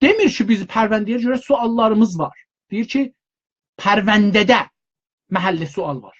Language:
South Azerbaijani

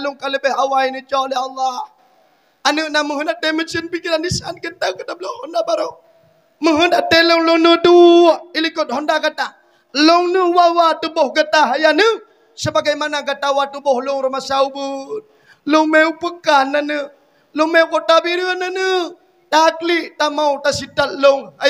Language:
Achinese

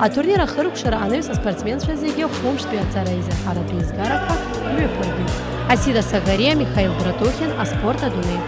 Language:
Abkhazian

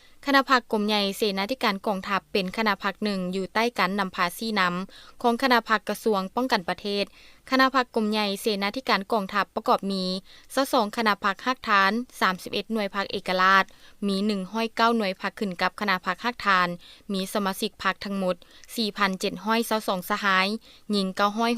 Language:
Lao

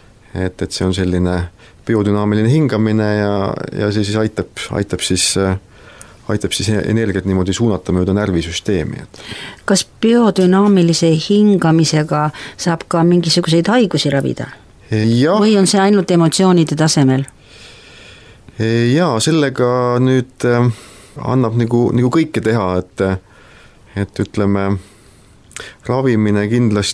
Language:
Estonian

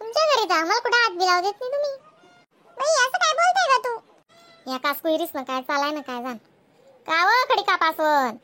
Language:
Khandesi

